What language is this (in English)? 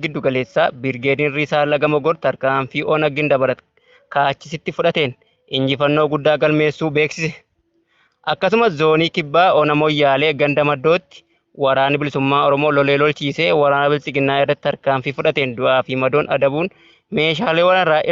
Oromo